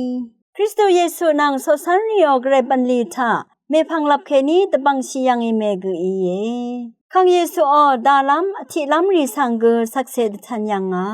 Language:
Rawang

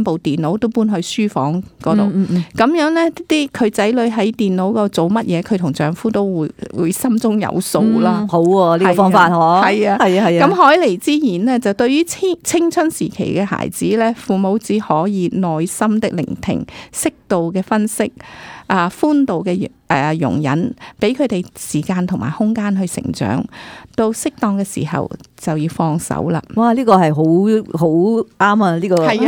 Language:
Cantonese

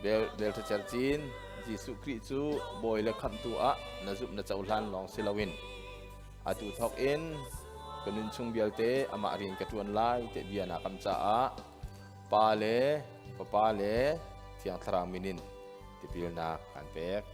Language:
Hakha Chin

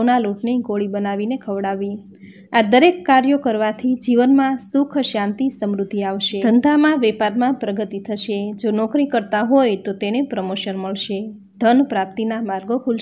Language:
Gujarati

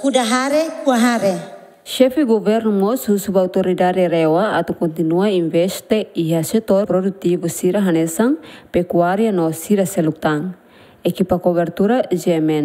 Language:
Tetum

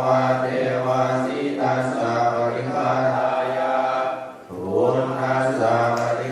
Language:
Pali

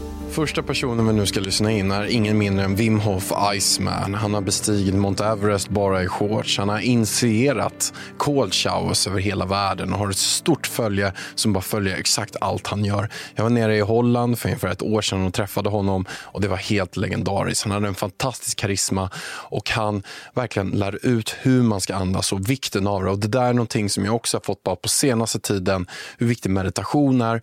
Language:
Swedish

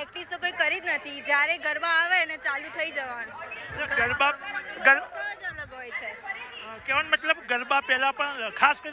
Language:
Gujarati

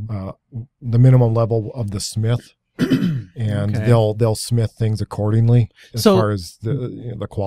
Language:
English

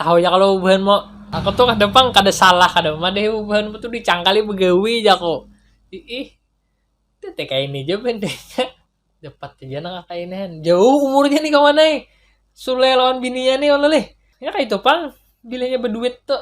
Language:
Banjar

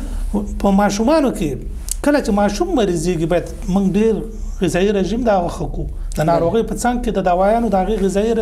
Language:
Pashto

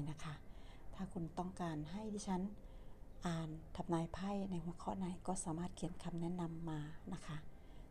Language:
Thai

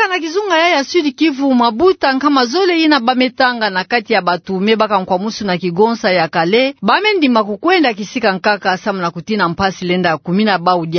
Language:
Kituba (Democratic Republic of Congo)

